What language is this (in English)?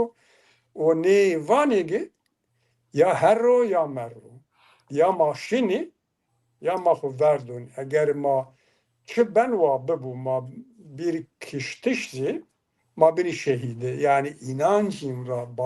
Zaza